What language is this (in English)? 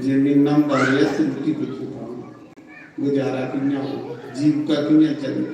Dogri